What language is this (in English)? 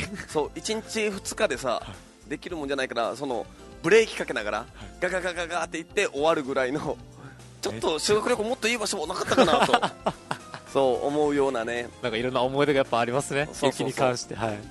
Japanese